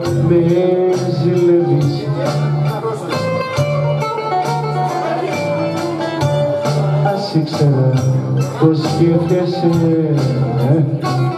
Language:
Greek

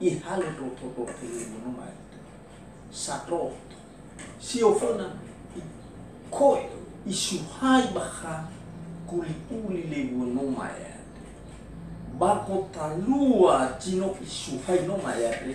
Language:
Nias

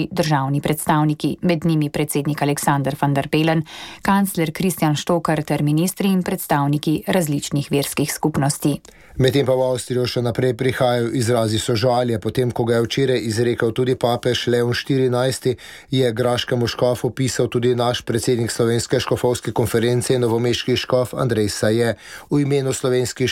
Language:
Slovenian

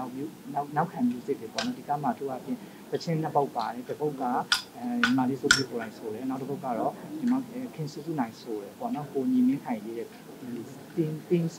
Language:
Burmese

